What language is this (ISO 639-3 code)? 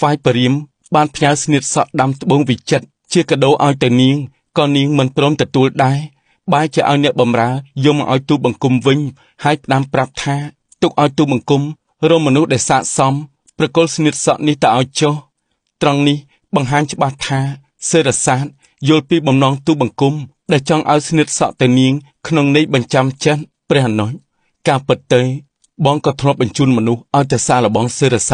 khm